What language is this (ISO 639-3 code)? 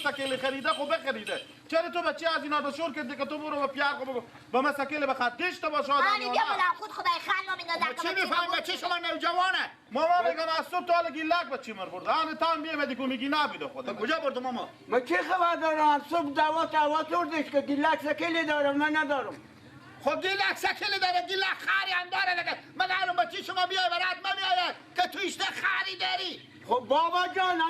fas